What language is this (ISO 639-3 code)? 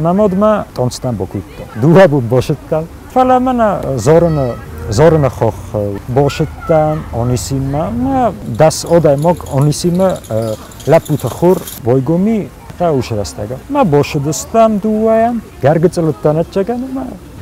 oss